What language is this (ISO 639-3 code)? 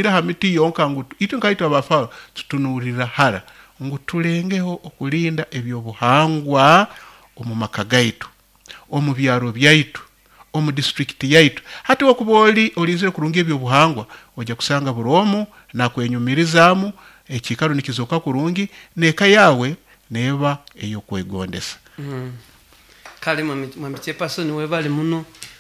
nyo